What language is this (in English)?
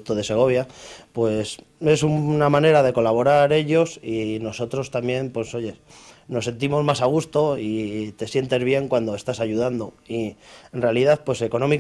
Spanish